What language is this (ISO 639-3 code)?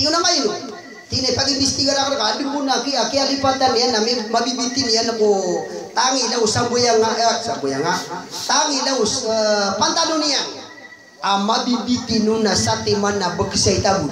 mrw